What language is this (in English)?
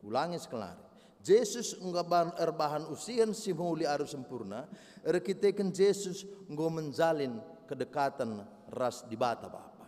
Batak Karo